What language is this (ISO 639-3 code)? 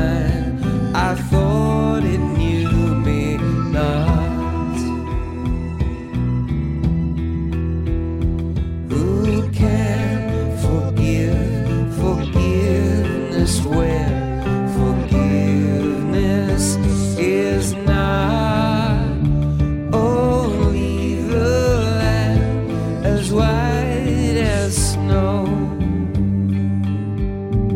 est